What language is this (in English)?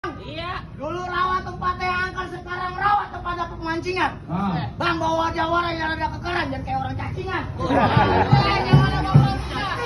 Betawi